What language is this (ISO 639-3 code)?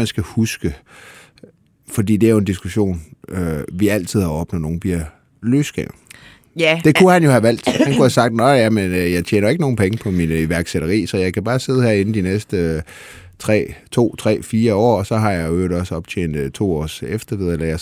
dan